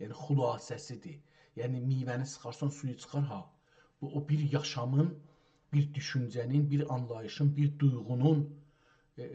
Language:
South Azerbaijani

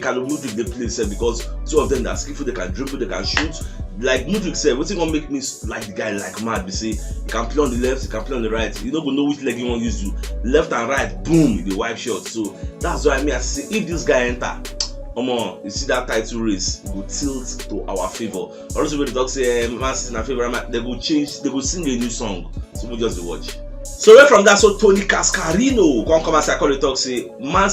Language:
Nigerian Pidgin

